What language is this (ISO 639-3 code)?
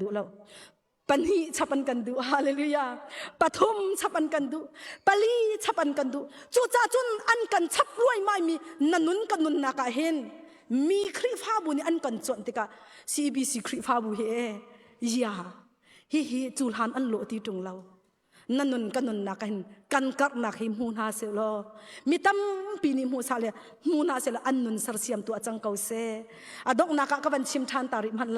cnh